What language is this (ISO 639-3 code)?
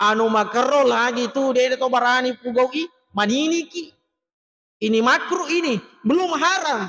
bug